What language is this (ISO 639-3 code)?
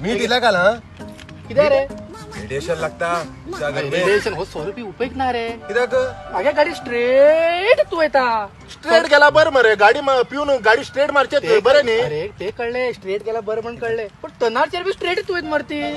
kok